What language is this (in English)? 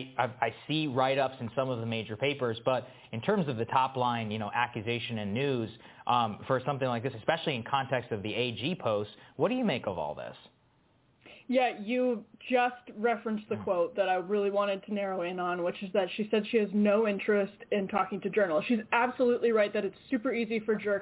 English